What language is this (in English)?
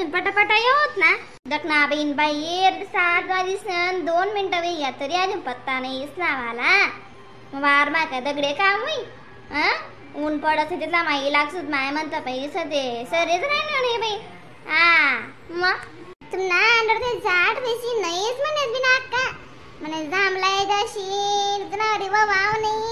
Khandesi